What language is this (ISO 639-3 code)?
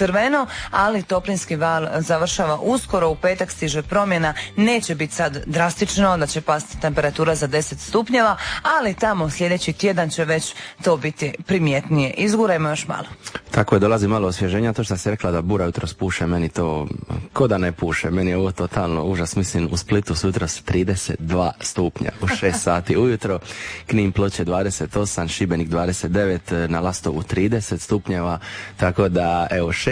hrv